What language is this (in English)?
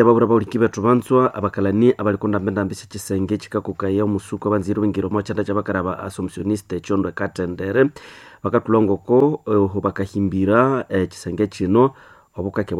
Nande